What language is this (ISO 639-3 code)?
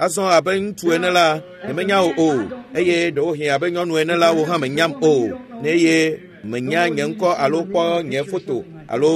ewe